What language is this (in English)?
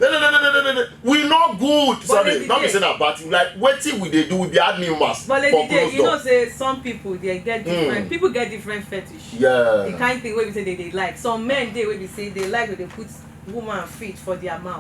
Nigerian Pidgin